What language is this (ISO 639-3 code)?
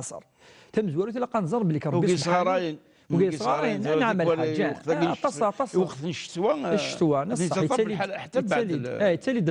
kab